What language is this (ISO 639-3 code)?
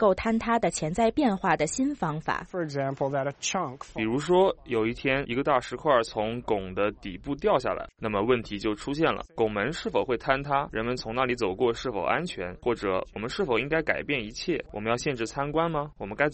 zho